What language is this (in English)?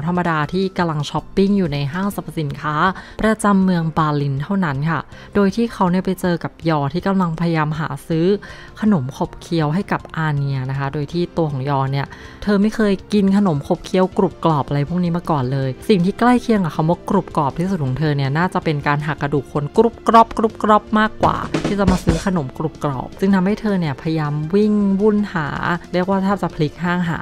Thai